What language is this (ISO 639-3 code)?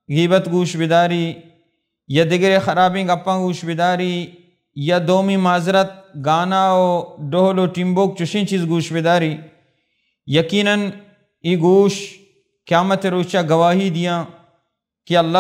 bal